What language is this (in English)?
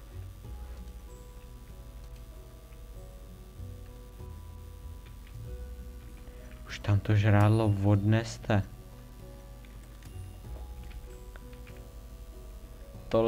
Czech